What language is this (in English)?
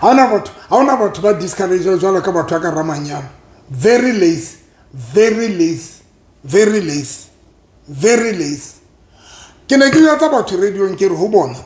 Southern Sotho